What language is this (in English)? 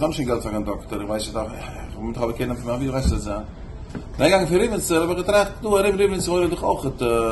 Yiddish